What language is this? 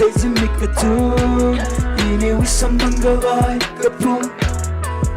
Tangkhul Naga (India)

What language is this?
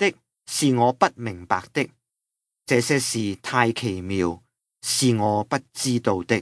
Cantonese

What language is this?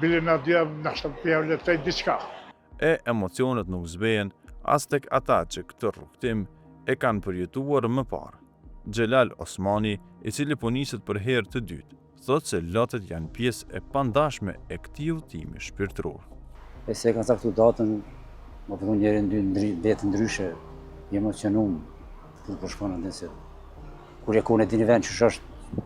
Albanian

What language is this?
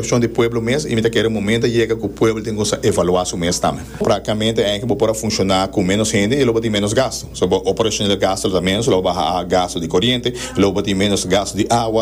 Papiamento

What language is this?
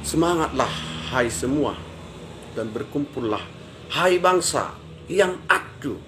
Batak Toba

